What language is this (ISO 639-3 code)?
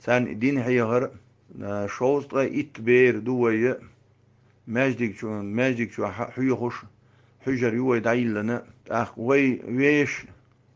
che